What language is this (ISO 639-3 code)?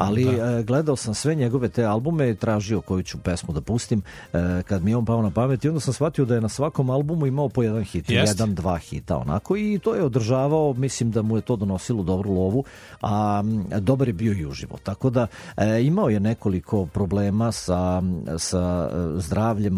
srp